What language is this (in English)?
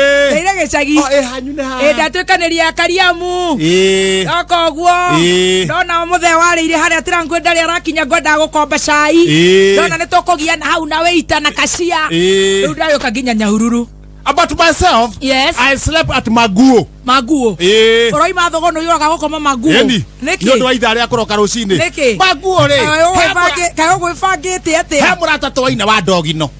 Kikuyu